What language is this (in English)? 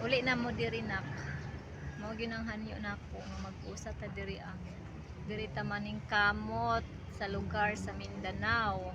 Cebuano